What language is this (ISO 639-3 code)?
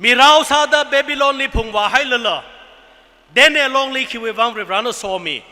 nmf